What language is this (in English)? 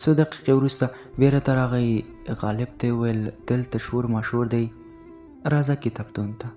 Pashto